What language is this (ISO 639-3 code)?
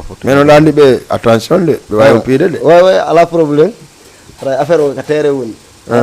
ful